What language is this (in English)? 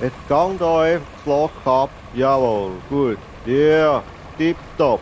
Swiss German